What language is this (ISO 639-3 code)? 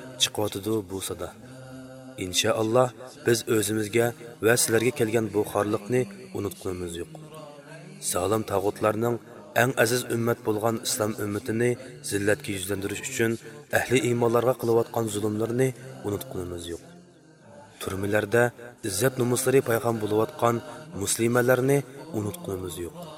uig